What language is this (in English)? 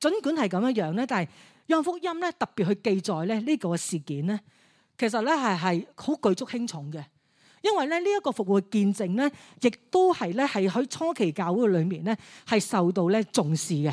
Cantonese